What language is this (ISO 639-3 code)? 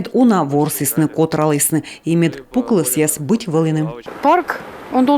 kom